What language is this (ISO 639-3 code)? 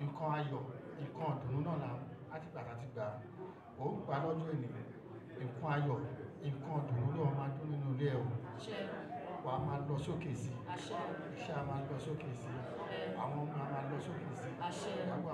yor